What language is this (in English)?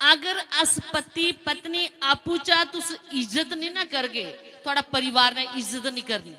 Dogri